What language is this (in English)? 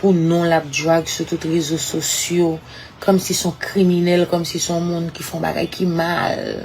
Haitian Creole